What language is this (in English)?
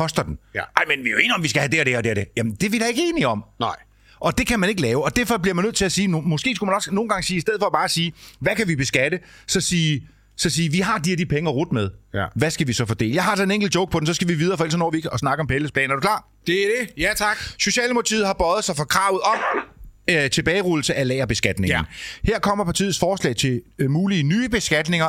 Danish